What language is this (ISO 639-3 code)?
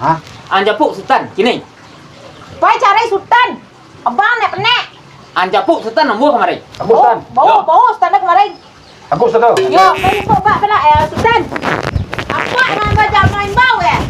min